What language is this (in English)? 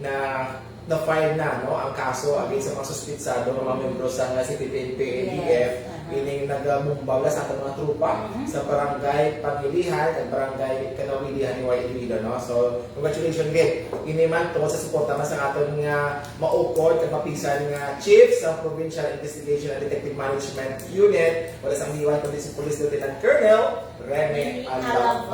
Hiligaynon